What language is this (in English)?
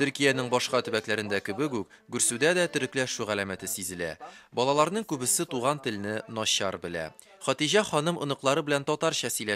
Tatar